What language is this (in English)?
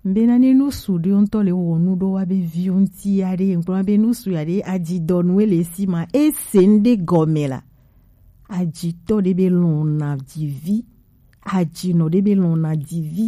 Gen